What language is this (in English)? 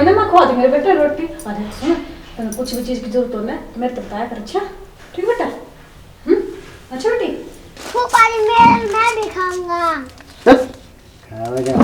Haryanvi